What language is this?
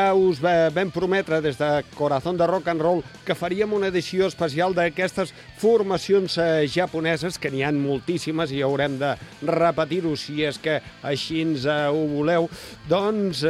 Catalan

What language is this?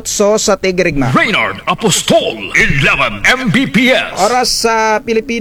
Filipino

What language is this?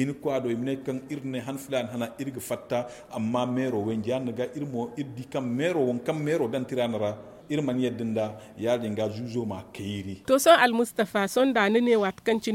Zarma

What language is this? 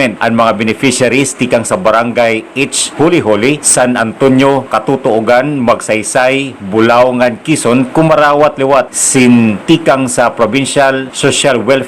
Waray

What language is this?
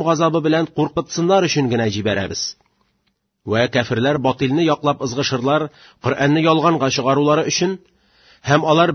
Tatar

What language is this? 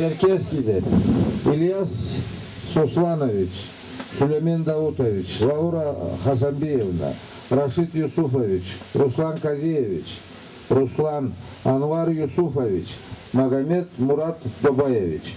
Karachay-Balkar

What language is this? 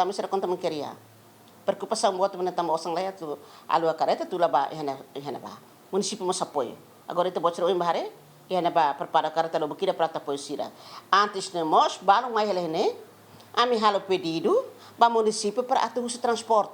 Tetum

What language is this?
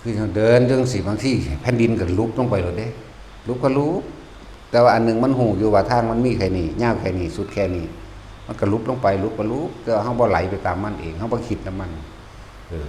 Northeastern Thai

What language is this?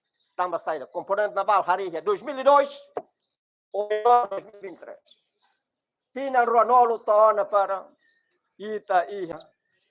Tetum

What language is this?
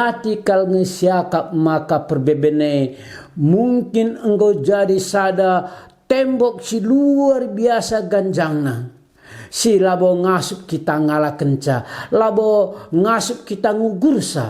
Batak Karo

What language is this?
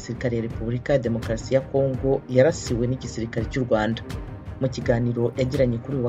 Kinyarwanda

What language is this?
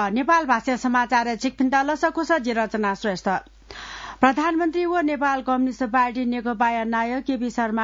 Newari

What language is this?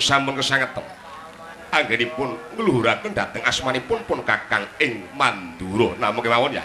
Javanese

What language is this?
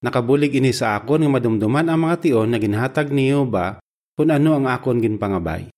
Hiligaynon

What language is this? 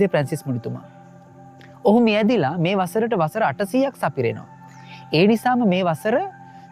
Sinhala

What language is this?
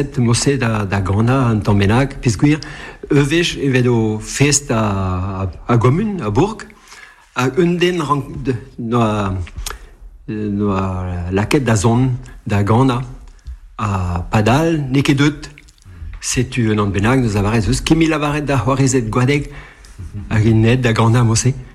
Breton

